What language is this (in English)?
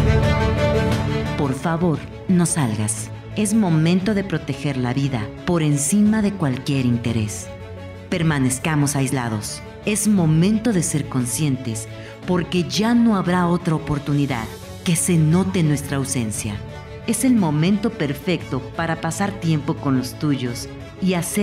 Spanish